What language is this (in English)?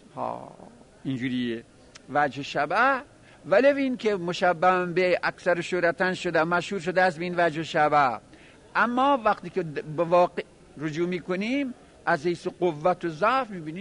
Persian